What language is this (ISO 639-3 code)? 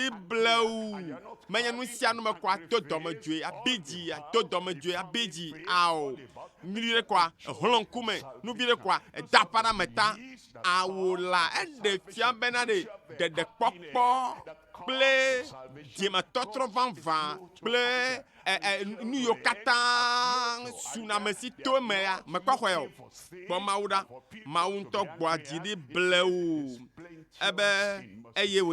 ewe